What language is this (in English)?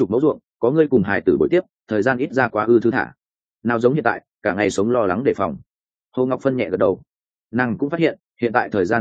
Vietnamese